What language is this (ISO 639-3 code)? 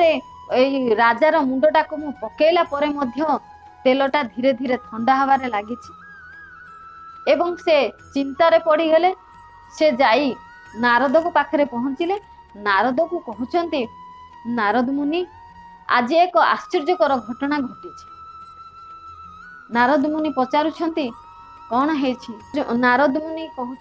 ori